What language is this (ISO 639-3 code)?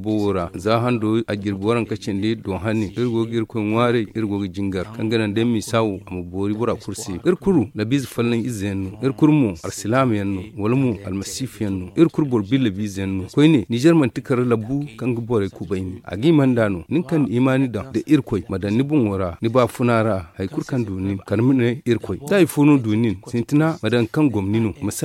dje